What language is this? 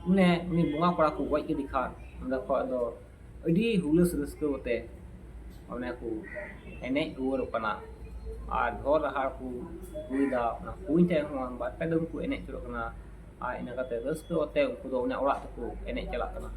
Santali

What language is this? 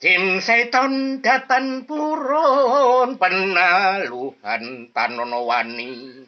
Javanese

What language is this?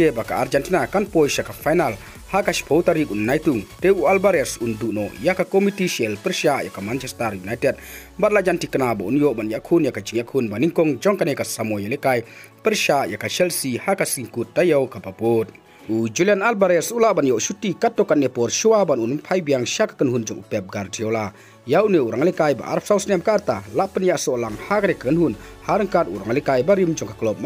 Khasi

